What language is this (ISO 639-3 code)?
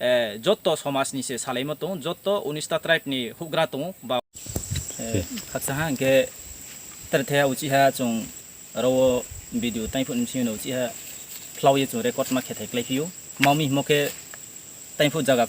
ria